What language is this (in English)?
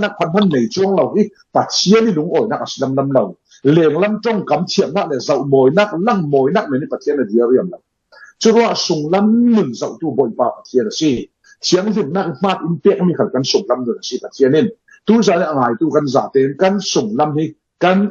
Falam Chin